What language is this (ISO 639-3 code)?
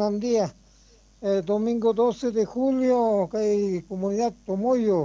que